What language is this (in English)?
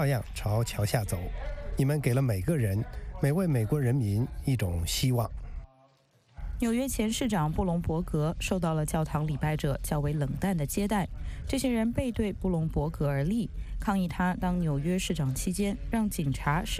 Chinese